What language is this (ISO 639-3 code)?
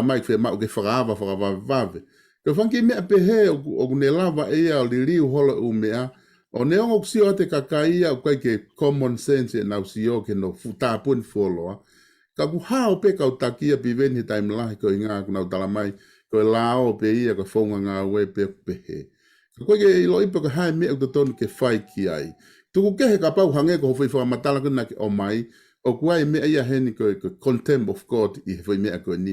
ton